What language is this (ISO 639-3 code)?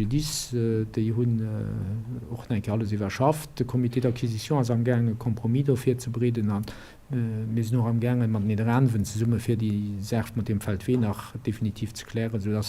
ltz